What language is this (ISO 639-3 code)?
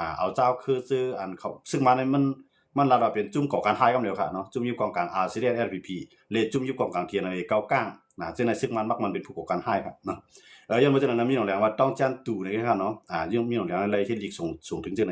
shn